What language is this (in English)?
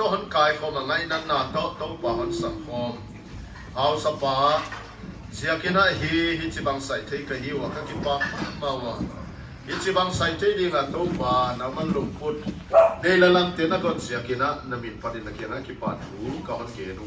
Paite Chin